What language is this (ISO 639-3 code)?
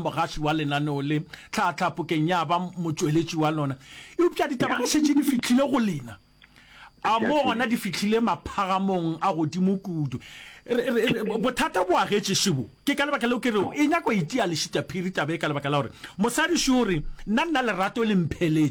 nso